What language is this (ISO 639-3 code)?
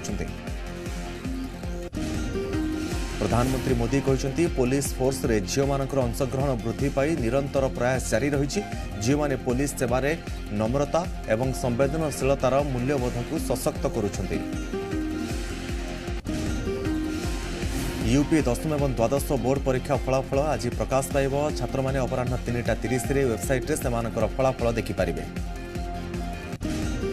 ori